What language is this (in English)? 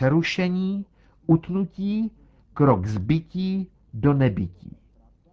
Czech